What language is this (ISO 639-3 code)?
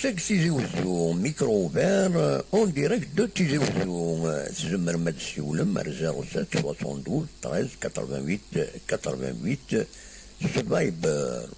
kab